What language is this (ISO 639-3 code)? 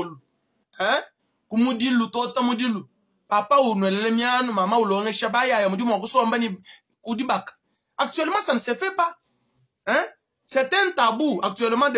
lua